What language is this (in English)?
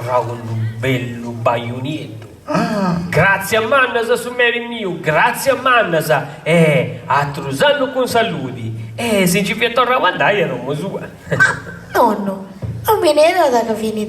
Sardinian